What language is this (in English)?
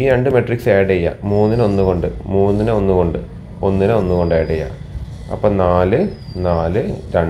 Malayalam